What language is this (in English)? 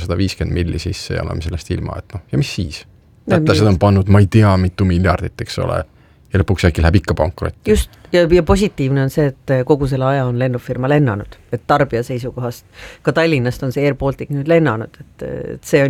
Estonian